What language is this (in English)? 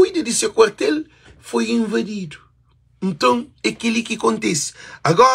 Kabuverdianu